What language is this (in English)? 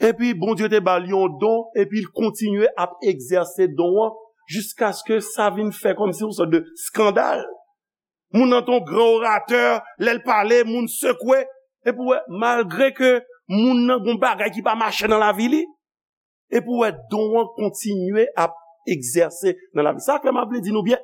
Haitian Creole